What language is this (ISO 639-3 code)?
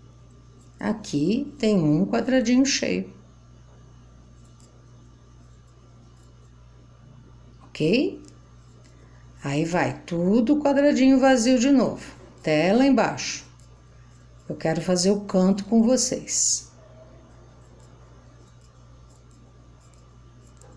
por